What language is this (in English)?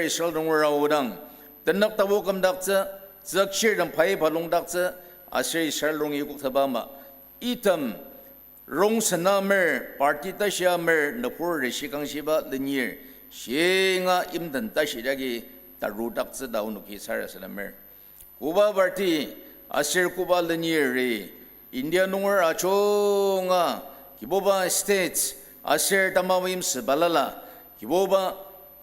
Ao Naga